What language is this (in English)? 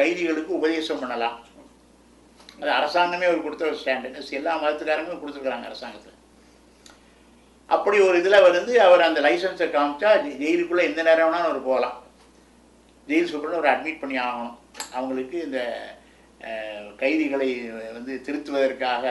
Tamil